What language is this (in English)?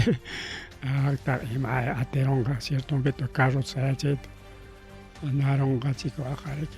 Ayacucho Quechua